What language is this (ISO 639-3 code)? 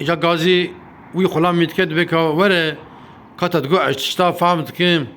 kur